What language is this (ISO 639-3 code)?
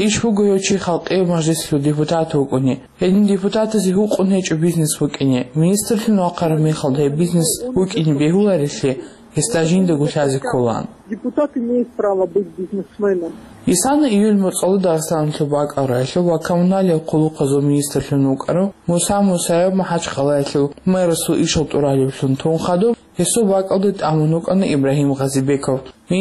ava